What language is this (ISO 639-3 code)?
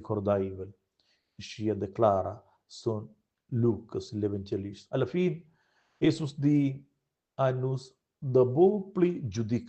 roh